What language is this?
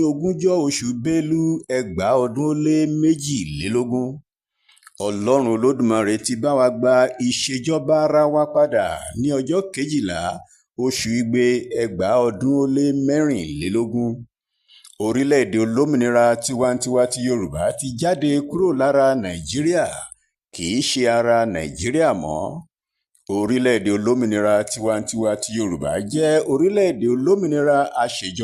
Yoruba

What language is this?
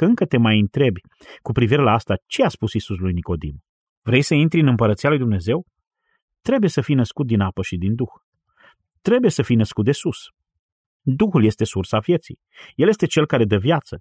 Romanian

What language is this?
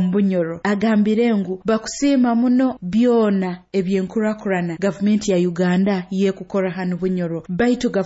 Nyoro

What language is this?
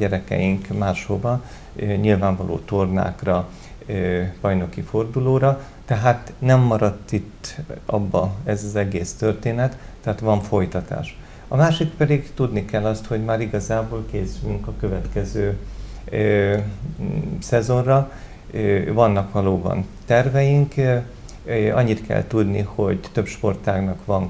Hungarian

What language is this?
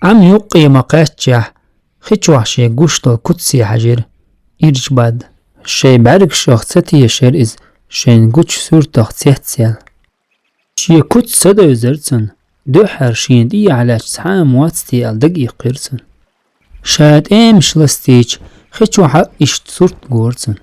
Chechen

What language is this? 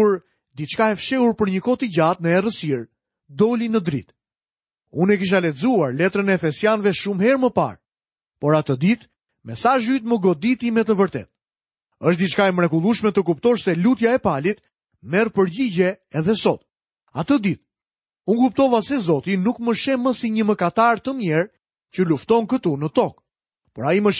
Albanian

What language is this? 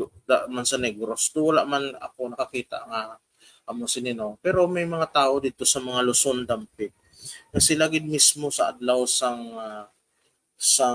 Hiligaynon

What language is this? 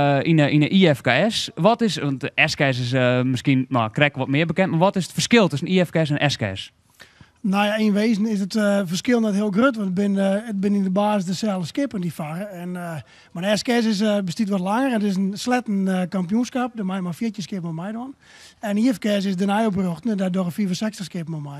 Western Frisian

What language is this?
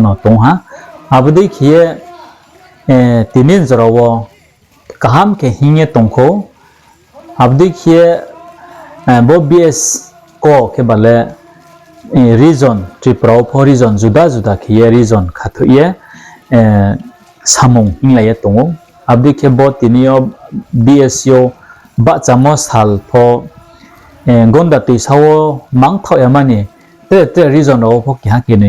Riang (India)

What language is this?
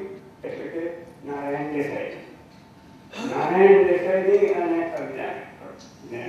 Gujarati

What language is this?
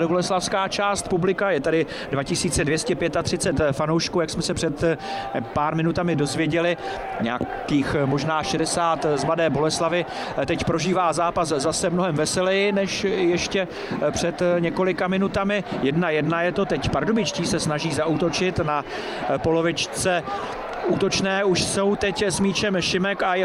Czech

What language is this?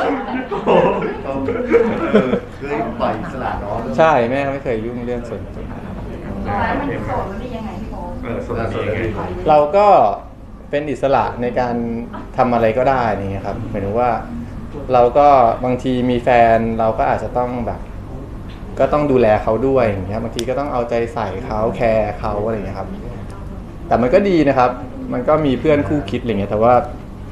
Thai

